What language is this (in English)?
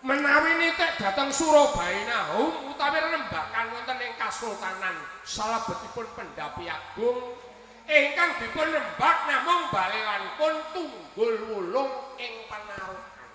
Javanese